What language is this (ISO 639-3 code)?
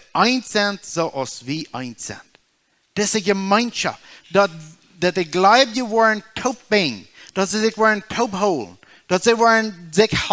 pdt